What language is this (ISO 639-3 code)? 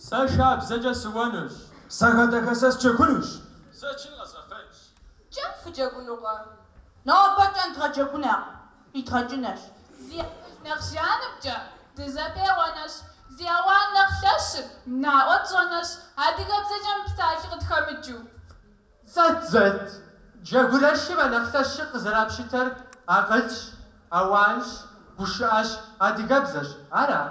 kbd